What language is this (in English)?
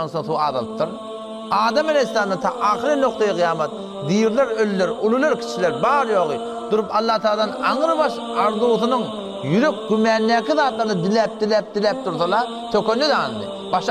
Turkmen